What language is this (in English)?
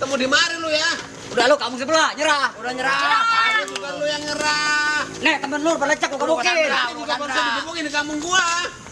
Betawi